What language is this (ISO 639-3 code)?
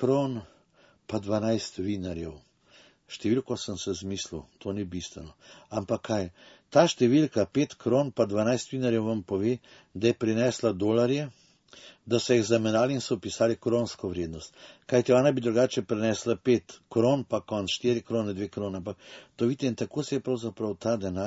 slv